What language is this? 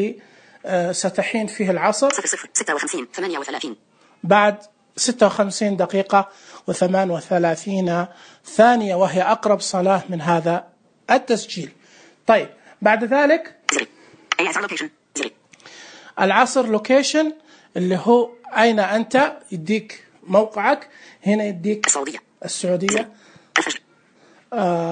Najdi Arabic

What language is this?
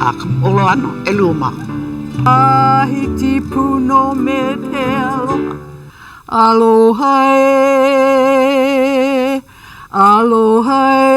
Hawaiian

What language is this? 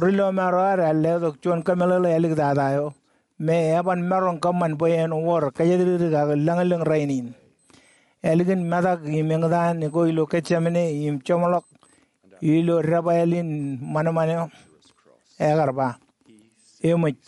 Marshallese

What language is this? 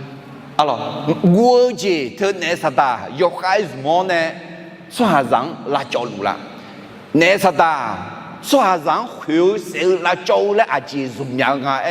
Akha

